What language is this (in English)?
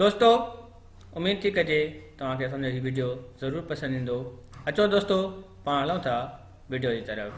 Sindhi